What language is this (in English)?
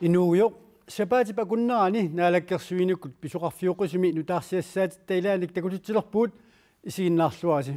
Kalaallisut